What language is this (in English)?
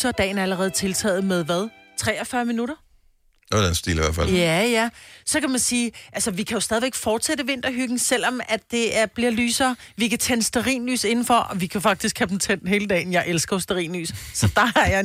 Danish